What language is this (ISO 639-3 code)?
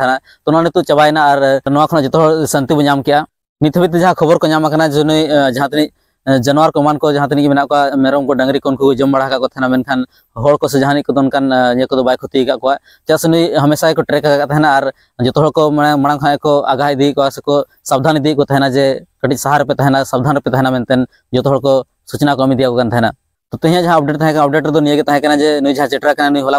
sat